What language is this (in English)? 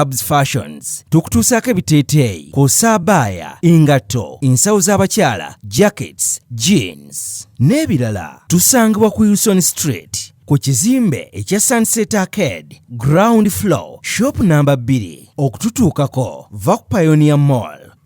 Ganda